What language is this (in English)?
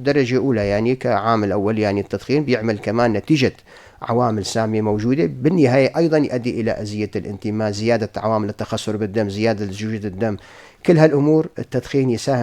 North Levantine Arabic